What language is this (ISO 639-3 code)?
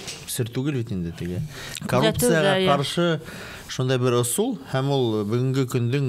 bak